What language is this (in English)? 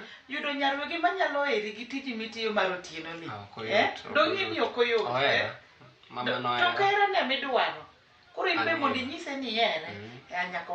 Luo (Kenya and Tanzania)